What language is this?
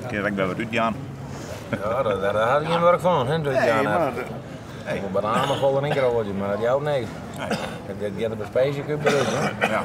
Western Frisian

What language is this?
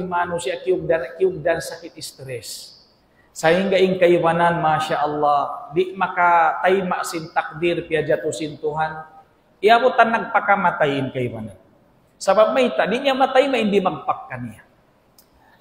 Tausug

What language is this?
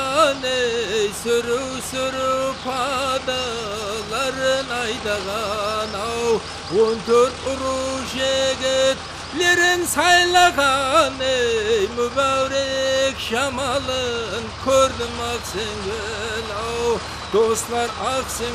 Kara-Kalpak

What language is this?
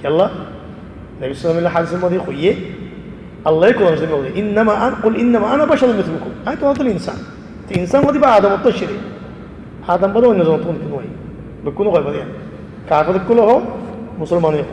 Rohingya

